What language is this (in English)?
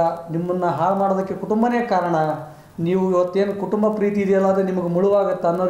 Kannada